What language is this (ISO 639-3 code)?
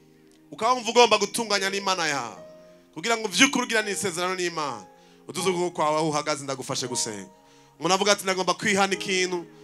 run